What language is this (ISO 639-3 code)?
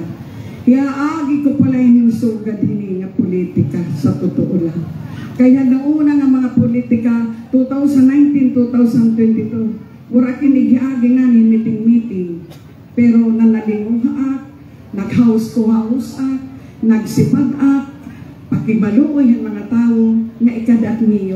war